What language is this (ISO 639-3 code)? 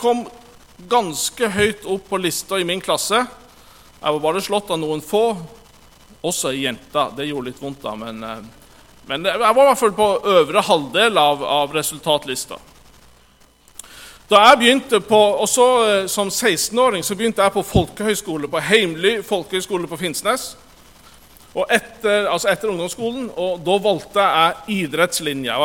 nor